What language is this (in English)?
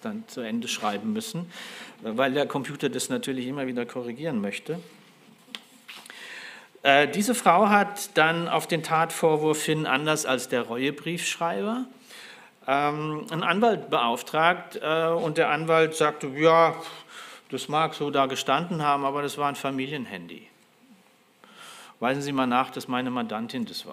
German